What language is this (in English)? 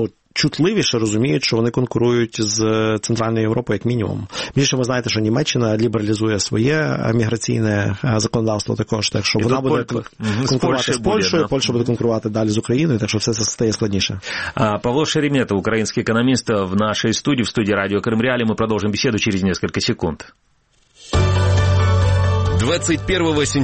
Ukrainian